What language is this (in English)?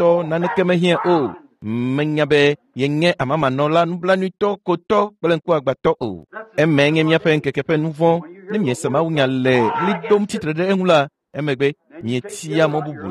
Ewe